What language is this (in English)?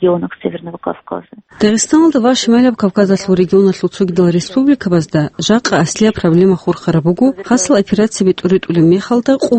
Avaric